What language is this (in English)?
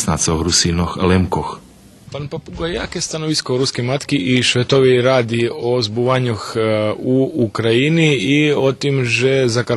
Rusyn